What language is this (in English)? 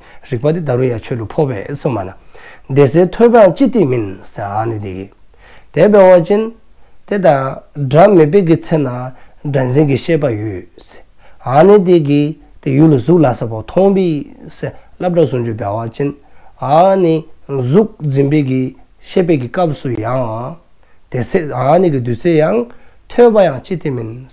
Dzongkha